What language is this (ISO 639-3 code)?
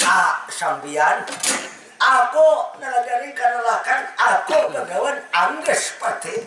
bjn